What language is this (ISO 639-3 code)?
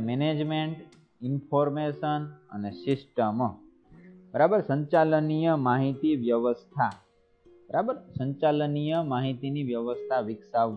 guj